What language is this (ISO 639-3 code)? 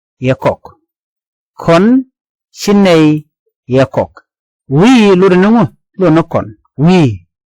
nus